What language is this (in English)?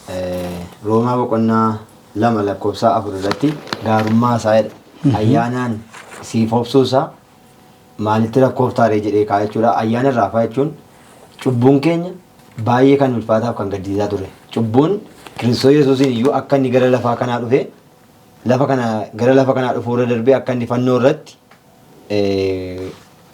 Oromo